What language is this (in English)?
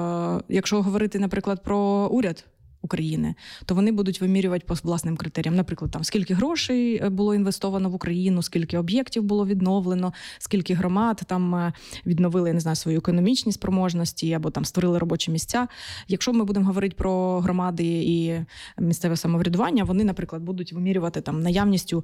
Ukrainian